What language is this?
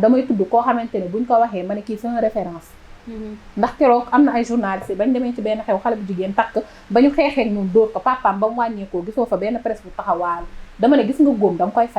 Wolof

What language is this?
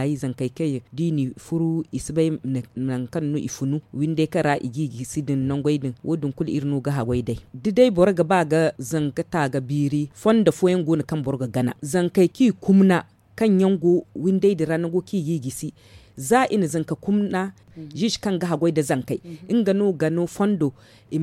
Zarma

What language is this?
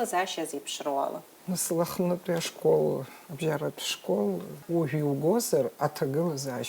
Abkhazian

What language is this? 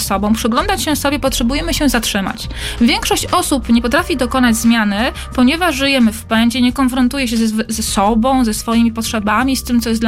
Polish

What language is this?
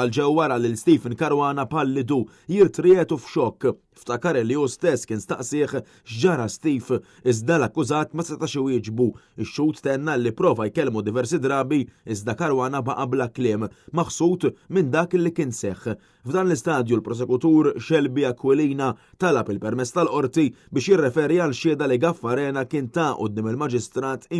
Maltese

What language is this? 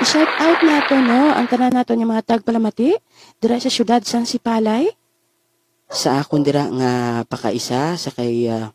Hiligaynon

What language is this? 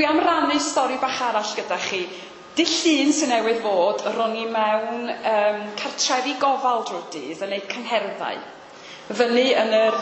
Welsh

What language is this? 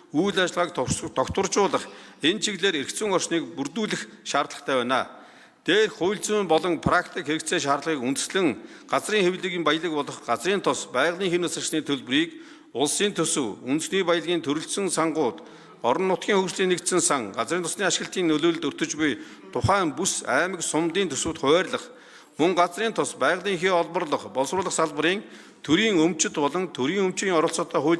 Mongolian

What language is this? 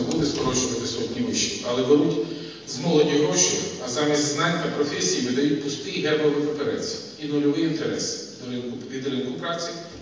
Ukrainian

